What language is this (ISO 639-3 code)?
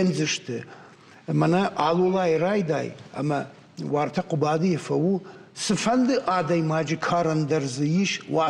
oss